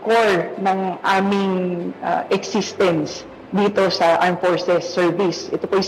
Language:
Filipino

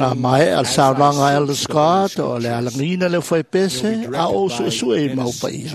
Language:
Samoan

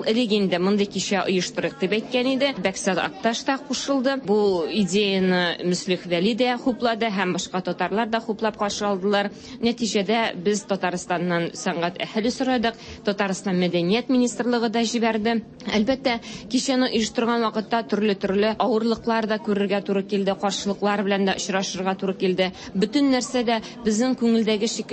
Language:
Tatar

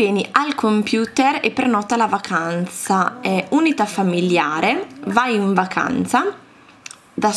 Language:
Italian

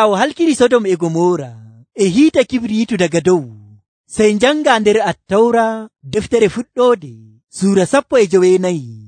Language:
Nigerian Fulfulde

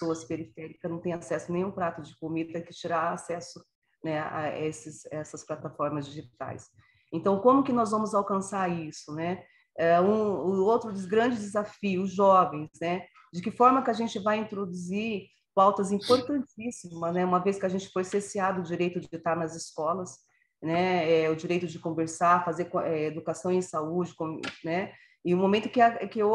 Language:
Portuguese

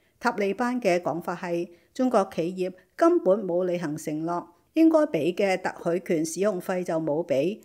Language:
Cantonese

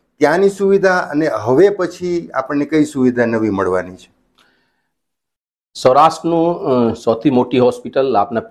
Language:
Gujarati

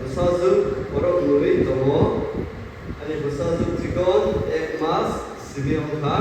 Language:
Kok Borok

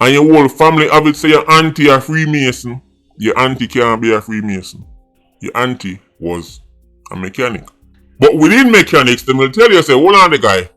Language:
Jamaican Creole English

